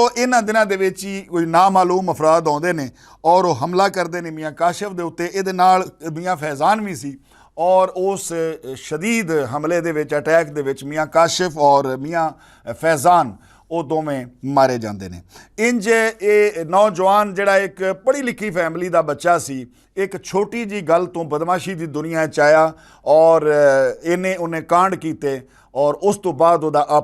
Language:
Western Panjabi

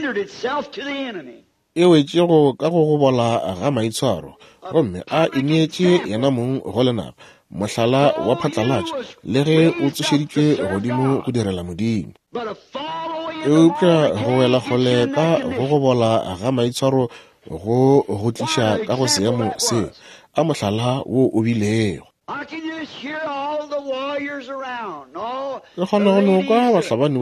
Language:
Northern Sotho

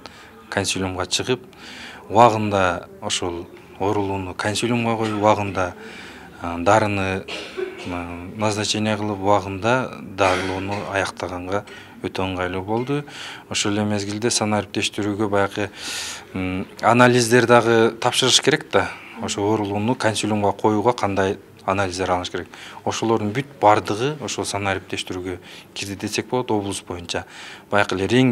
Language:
Kyrgyz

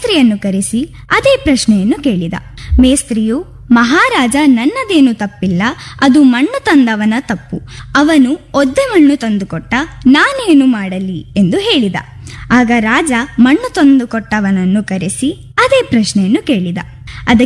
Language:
Kannada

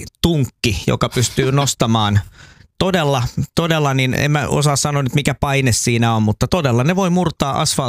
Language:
Finnish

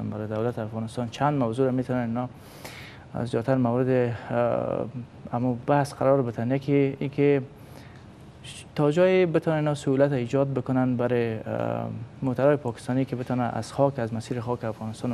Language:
Persian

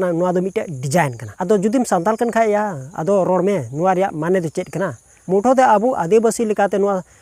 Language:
Santali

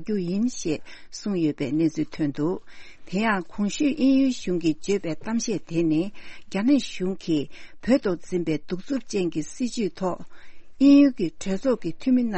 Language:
Tibetan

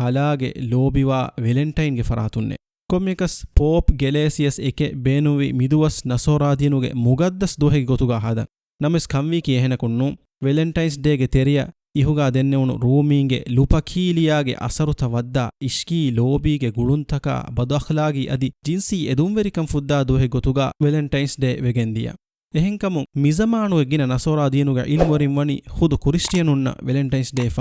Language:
Divehi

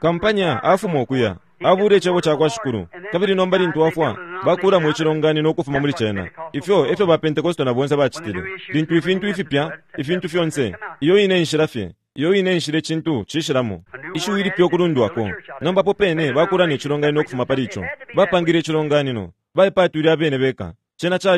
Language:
Bemba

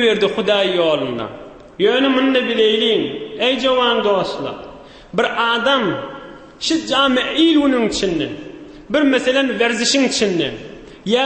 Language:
Turkmen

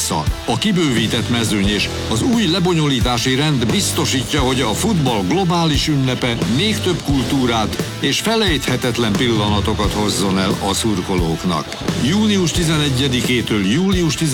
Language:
Hungarian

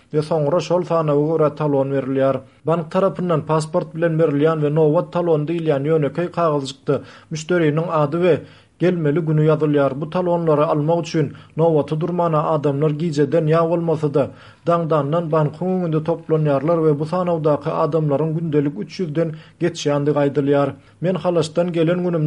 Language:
Turkmen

